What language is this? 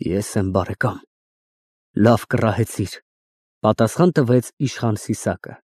Armenian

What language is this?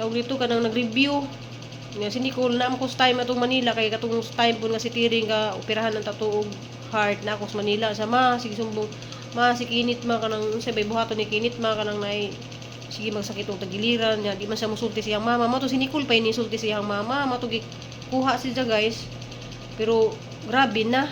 Cebuano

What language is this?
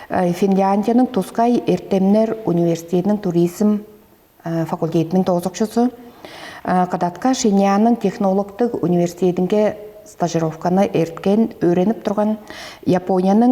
Tuvinian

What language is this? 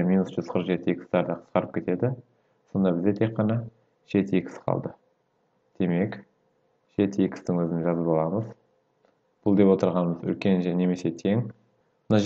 Kazakh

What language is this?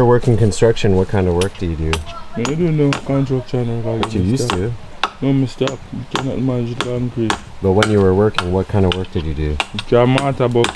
Jamaican Creole English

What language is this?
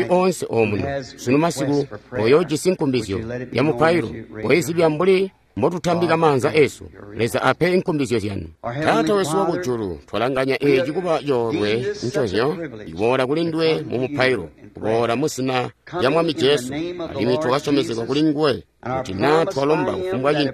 Tonga (Zambia)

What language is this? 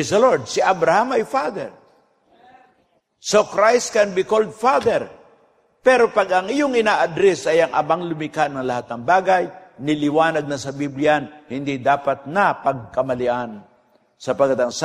Filipino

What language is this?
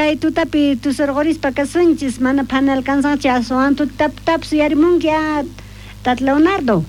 South Bolivian Quechua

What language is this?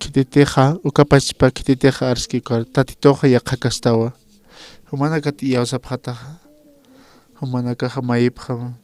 Aymara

